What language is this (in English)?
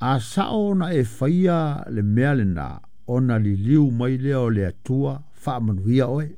Samoan